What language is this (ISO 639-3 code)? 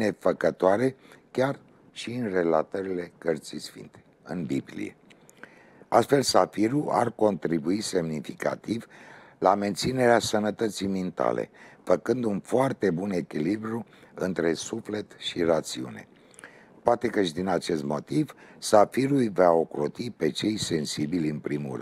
ron